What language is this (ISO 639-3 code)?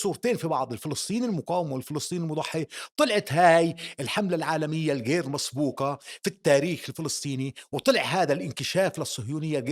apc